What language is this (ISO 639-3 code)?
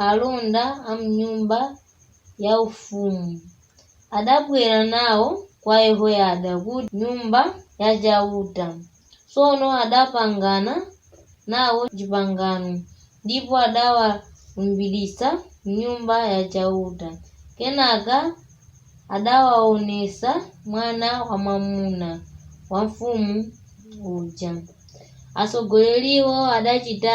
nya